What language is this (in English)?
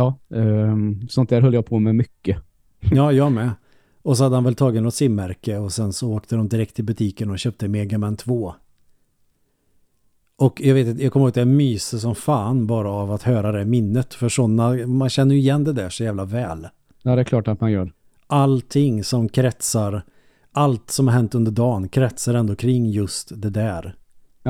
Swedish